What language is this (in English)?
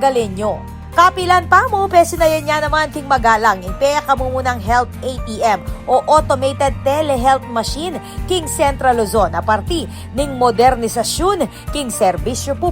Pampanga